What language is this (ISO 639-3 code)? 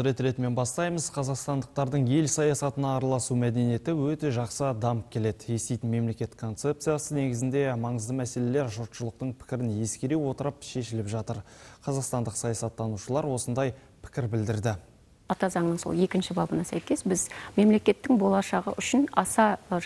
kaz